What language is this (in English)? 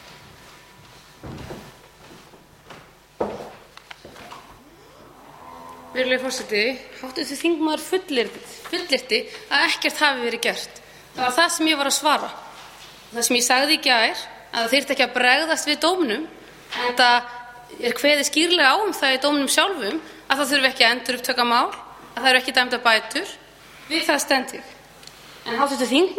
Icelandic